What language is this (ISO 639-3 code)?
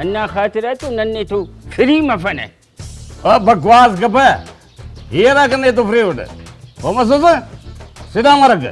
brh